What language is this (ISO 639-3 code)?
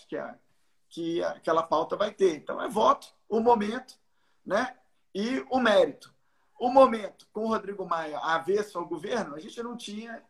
por